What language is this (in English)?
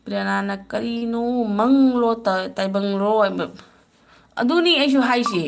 Manipuri